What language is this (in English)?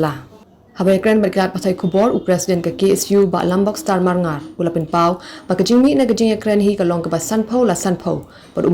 Khasi